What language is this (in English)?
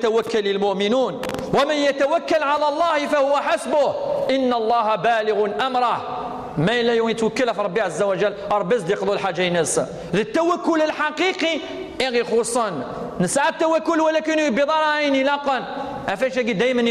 Kabyle